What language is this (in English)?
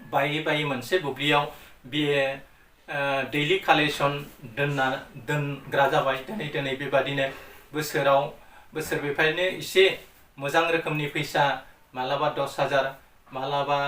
Bodo